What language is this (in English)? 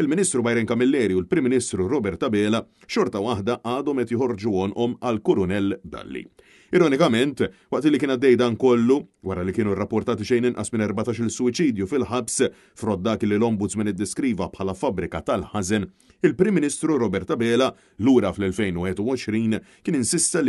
Maltese